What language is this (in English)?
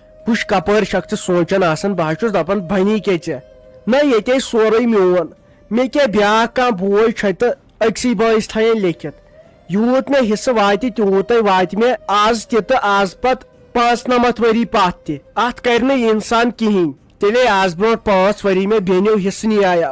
Kashmiri